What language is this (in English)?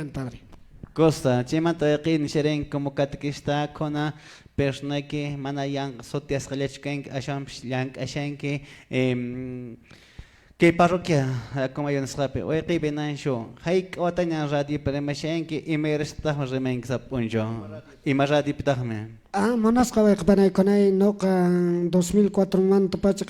Quechua